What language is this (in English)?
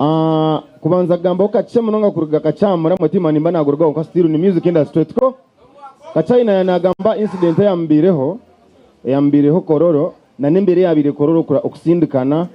Nyankole